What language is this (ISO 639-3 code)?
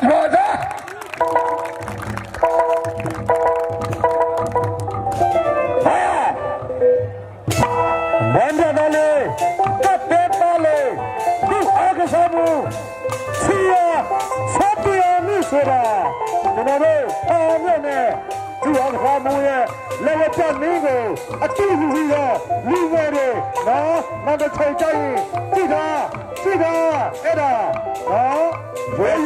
mya